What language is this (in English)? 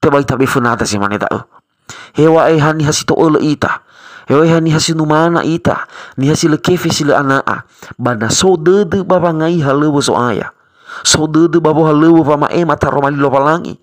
Nias